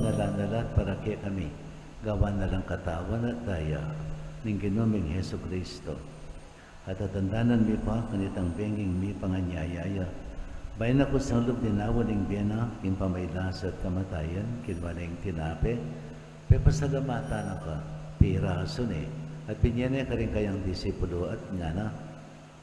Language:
Pampanga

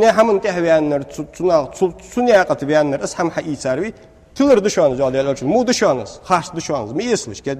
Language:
Ingush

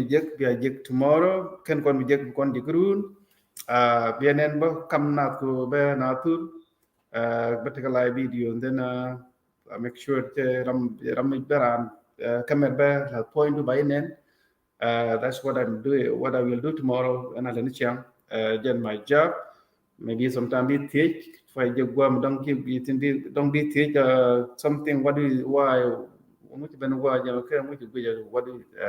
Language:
Nuer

